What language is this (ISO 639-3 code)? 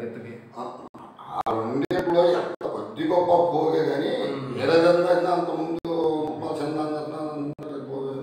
tel